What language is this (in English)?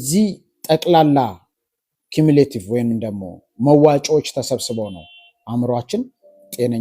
Amharic